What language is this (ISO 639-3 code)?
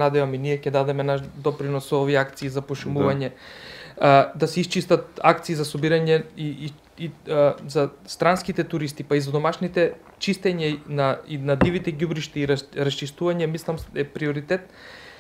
mkd